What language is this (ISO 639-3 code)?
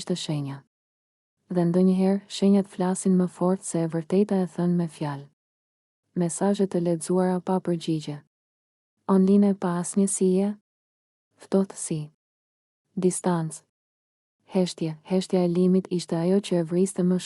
sqi